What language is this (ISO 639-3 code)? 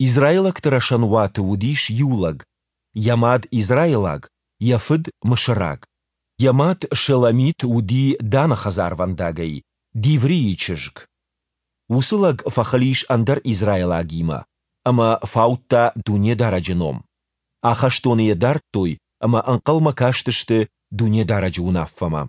oss